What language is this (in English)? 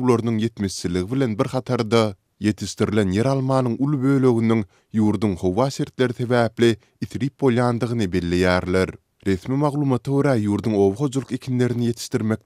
Turkmen